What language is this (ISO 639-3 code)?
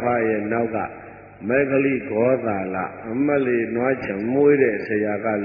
mya